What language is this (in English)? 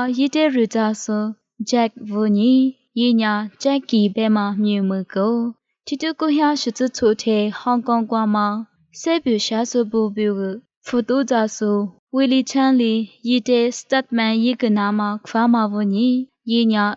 Lisu